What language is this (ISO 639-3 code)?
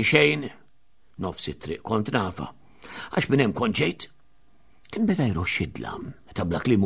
mlt